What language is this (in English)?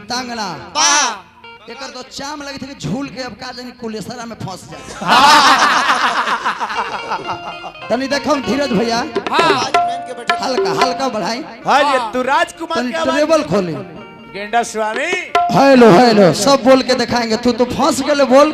Bhojpuri